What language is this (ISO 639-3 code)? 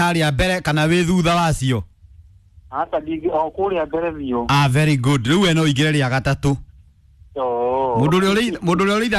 kik